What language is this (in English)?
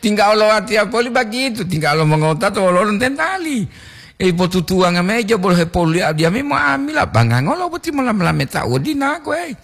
Gorontalo